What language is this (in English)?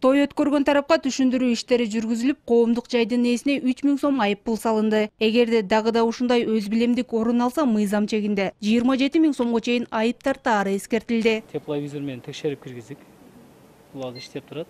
Kyrgyz